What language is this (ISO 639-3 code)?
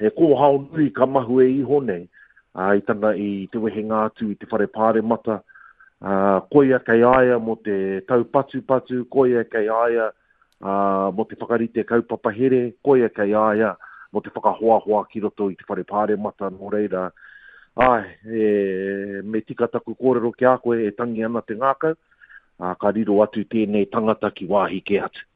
mri